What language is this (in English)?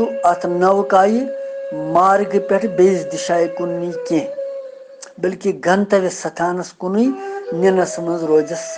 Kashmiri